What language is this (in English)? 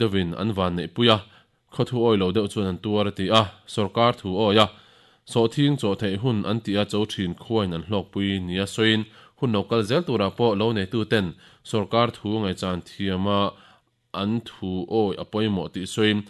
Mizo